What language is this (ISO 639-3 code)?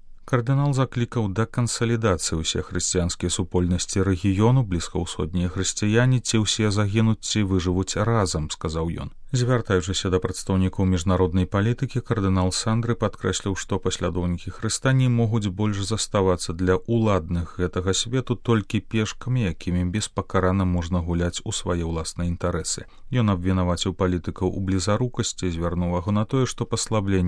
bel